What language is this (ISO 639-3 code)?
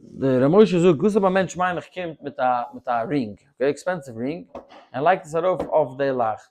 yid